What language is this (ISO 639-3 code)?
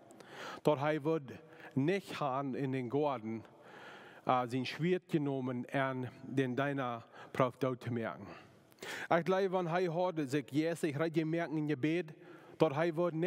pdt